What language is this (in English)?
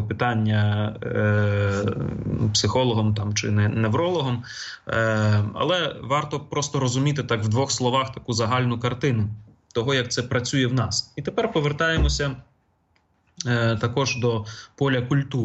Ukrainian